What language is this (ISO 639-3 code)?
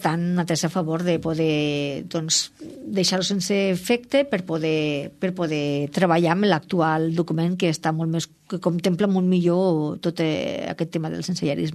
cat